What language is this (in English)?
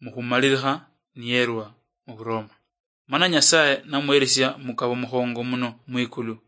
Luyia